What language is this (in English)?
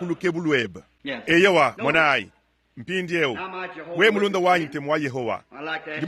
Luba-Lulua